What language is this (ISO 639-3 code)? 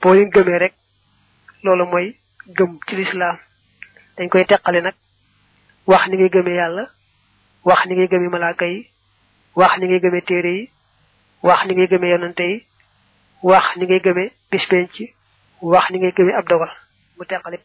wol